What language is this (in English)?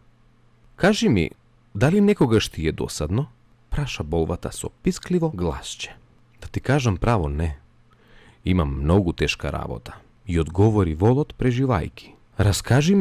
Macedonian